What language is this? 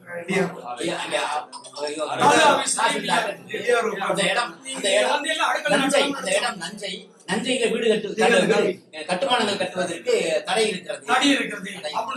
Tamil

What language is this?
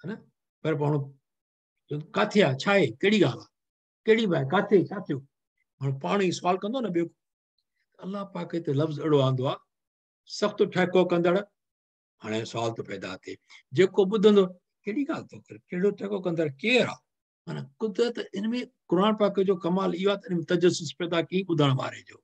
Sindhi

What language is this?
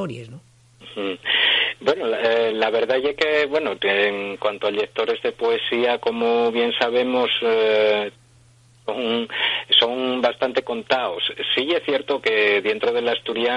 Asturian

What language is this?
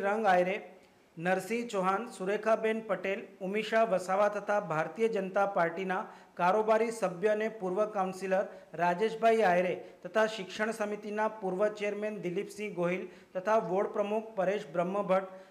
Gujarati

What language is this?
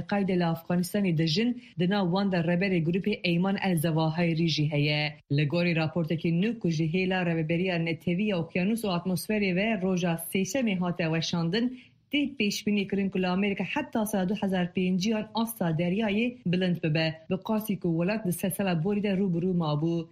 Kurdish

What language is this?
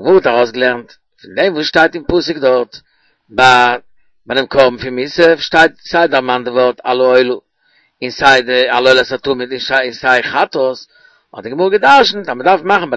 Yiddish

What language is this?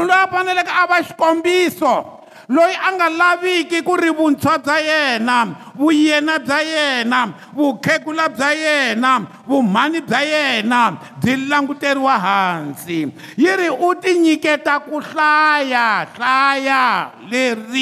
Tsonga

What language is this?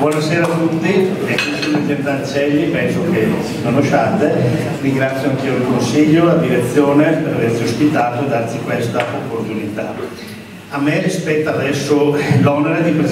Italian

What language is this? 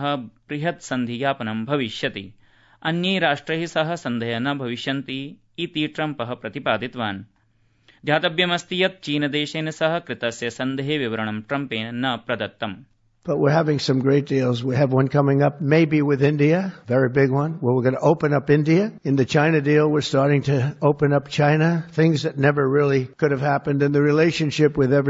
Sanskrit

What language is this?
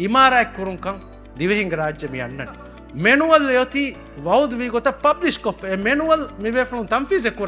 Divehi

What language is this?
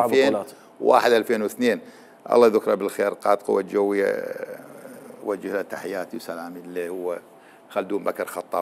Mesopotamian Arabic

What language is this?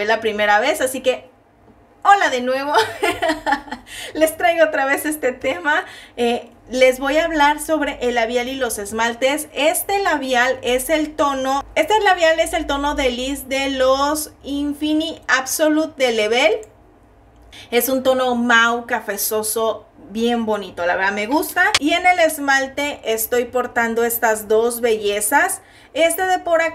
Spanish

